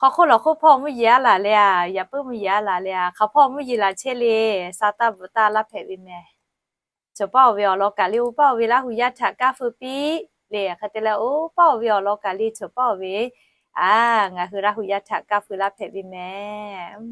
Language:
Lahu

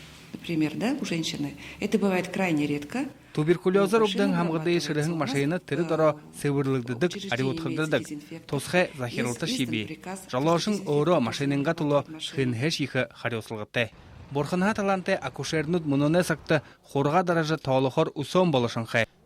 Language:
Buriat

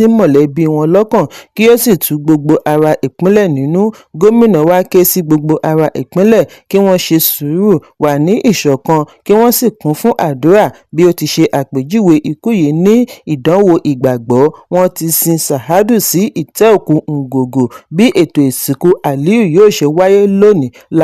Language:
Yoruba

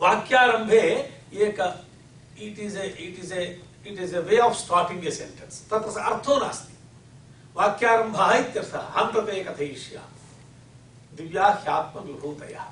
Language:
Sanskrit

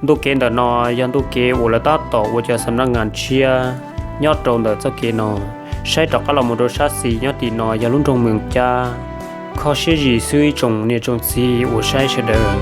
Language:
Hmong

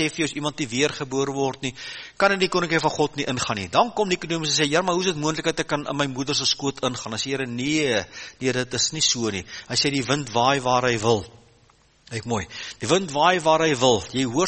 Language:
Afrikaans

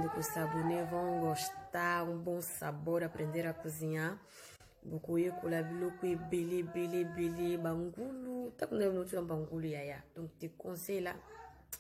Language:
Lingala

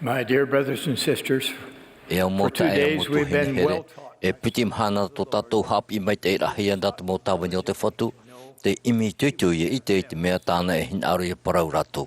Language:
Tahitian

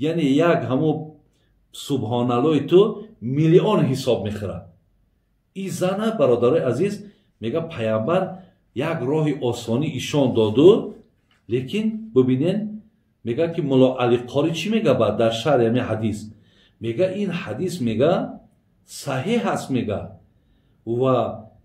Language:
Tajik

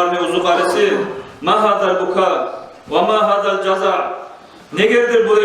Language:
Kumyk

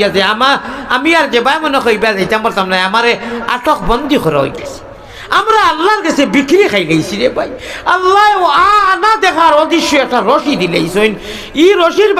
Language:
Sylheti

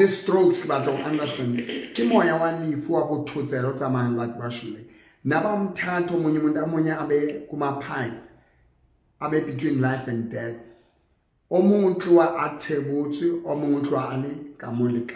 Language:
Southern Sotho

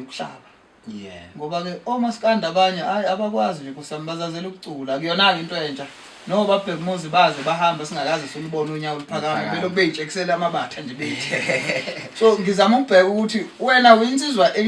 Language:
Zulu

